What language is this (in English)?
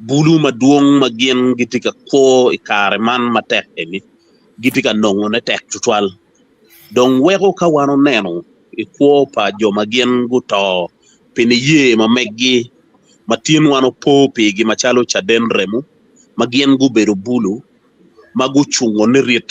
Acoli